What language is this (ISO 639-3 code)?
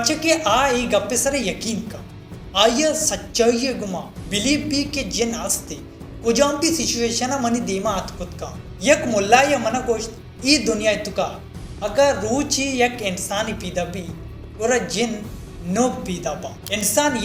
bal